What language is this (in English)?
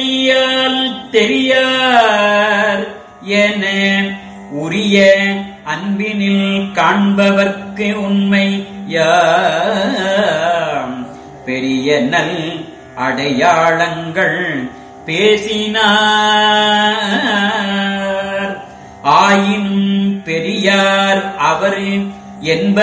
Tamil